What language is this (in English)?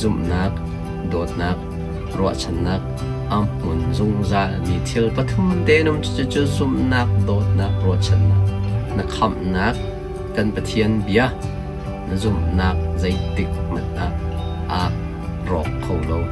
Hakha Chin